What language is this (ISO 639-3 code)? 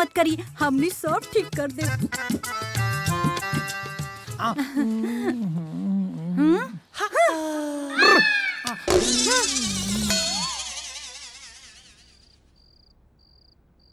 bho